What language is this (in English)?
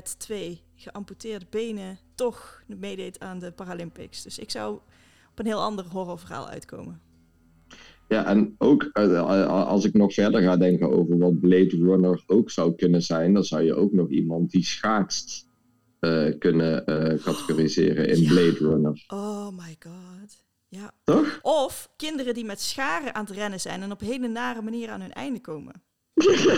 Dutch